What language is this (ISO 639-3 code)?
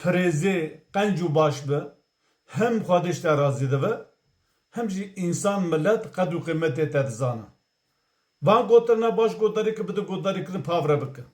kur